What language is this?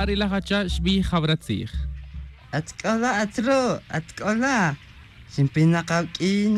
Kaqchikel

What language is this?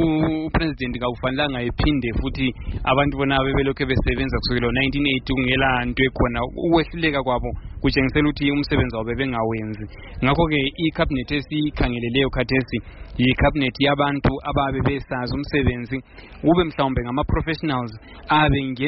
North Ndebele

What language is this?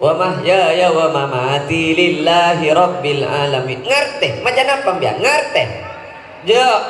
Madurese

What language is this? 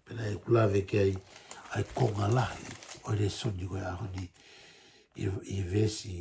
Tongan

